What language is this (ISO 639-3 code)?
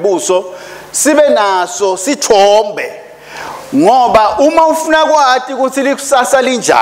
ssw